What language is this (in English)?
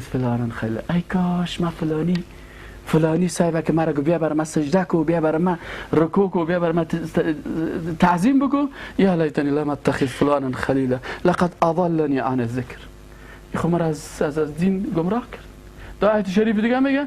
Persian